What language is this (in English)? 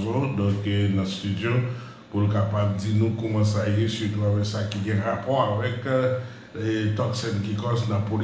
Haitian Creole